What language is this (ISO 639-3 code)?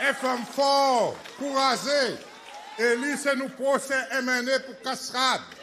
crs